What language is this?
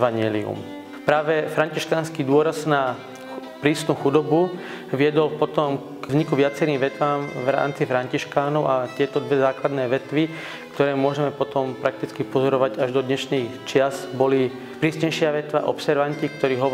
Slovak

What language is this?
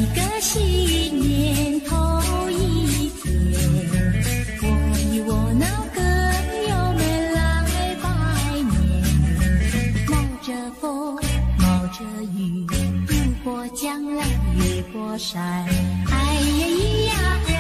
Chinese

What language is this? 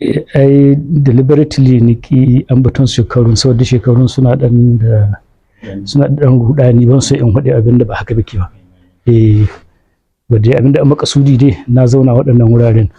Hausa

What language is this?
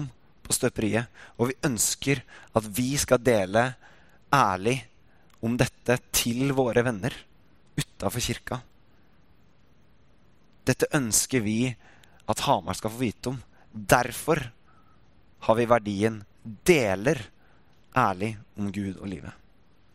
Norwegian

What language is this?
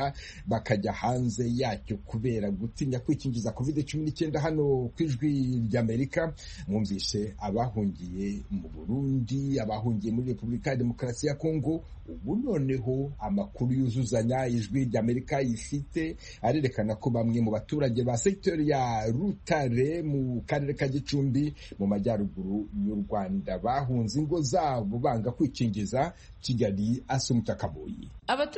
Kinyarwanda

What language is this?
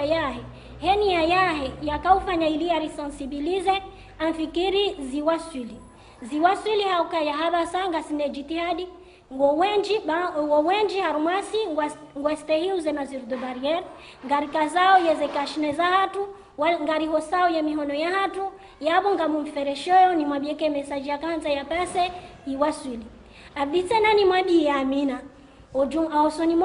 Ngazidja Comorian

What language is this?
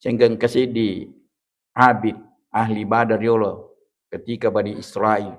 Buginese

